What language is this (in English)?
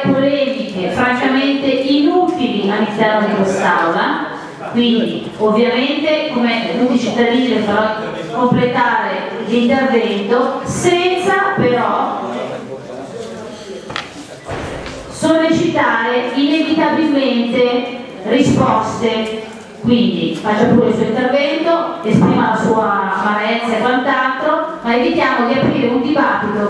Italian